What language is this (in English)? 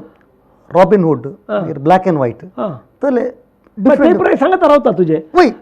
Konkani